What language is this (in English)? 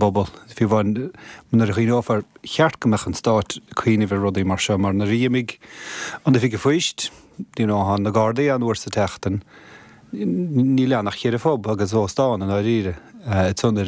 Irish